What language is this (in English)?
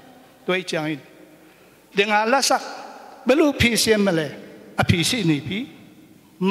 Tedim Chin